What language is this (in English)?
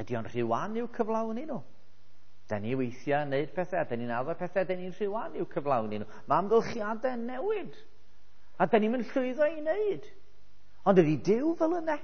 Welsh